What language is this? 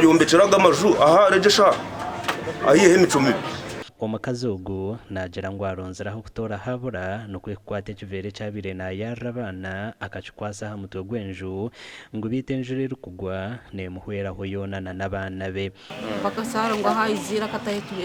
Nyankole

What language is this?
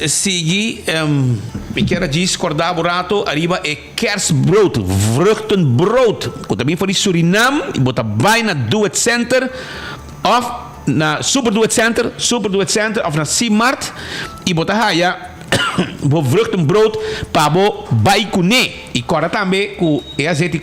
Papiamento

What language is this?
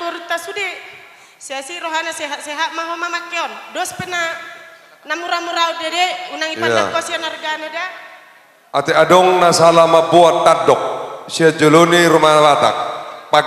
Batak Toba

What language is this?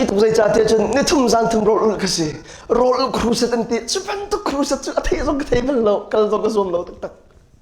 Hakha Chin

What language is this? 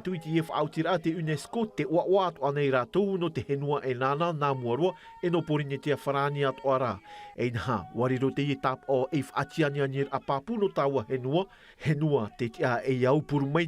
Tahitian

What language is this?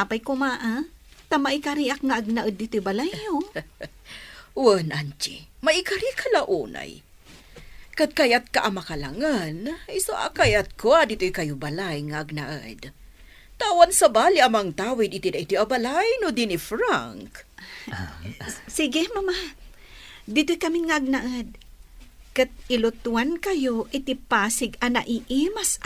Iloko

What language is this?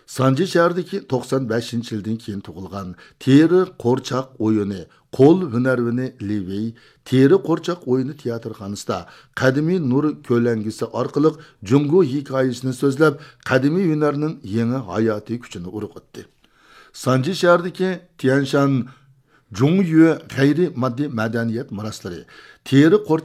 Uyghur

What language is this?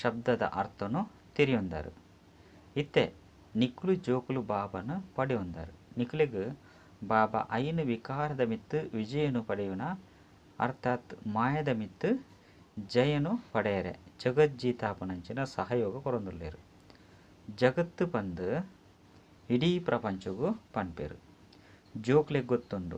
Tulu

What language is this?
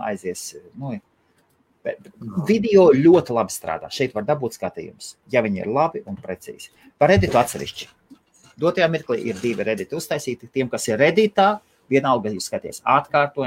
Latvian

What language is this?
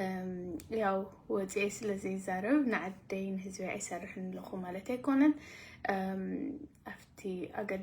Tigrinya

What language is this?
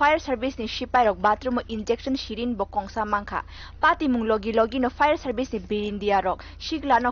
Kok Borok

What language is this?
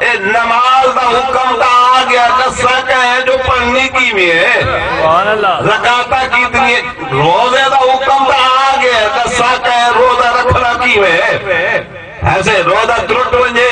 Saraiki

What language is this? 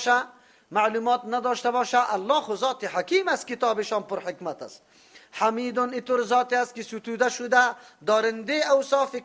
Persian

